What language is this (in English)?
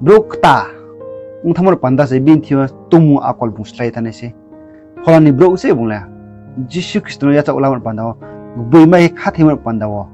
Riang (India)